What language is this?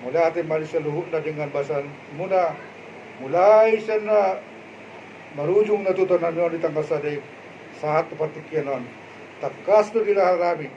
Batak Toba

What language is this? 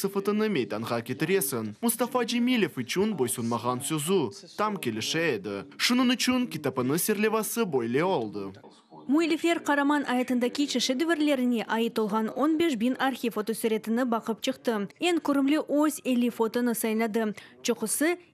Crimean Tatar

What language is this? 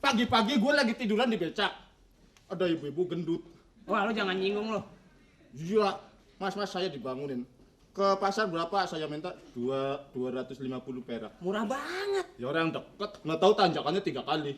Betawi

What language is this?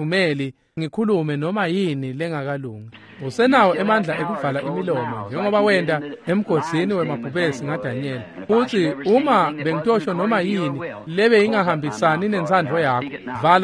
Swati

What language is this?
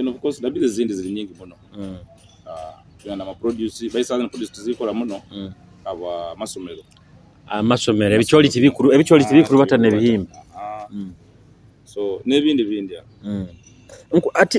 Nyoro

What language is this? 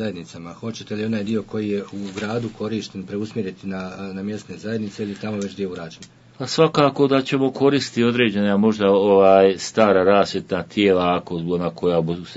Bosnian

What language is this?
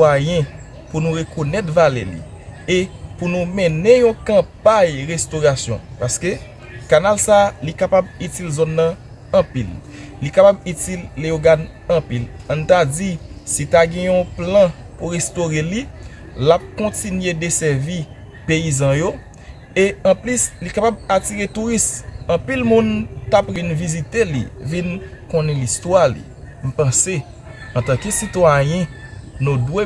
Haitian Creole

